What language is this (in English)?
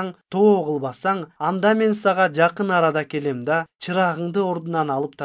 Kyrgyz